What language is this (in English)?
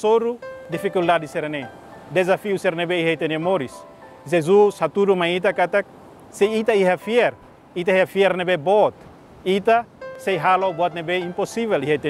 Tetum